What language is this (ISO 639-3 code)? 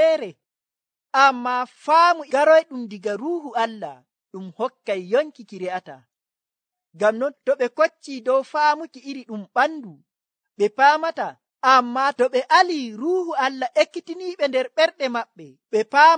fuv